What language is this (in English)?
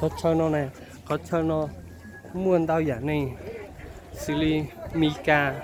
Hmong